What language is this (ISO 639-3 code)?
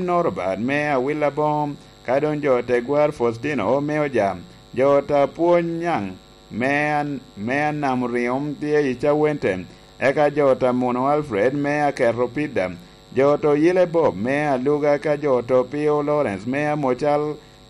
laj